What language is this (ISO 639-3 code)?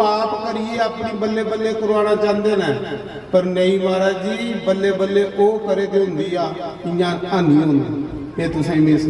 doi